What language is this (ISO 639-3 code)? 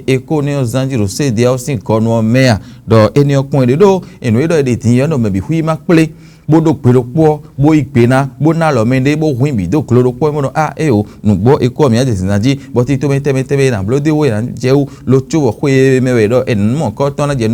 fon